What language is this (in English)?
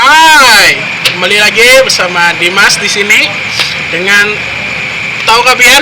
Banjar